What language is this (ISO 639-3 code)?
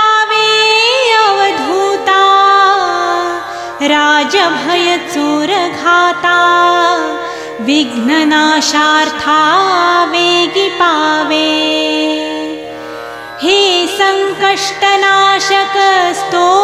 mar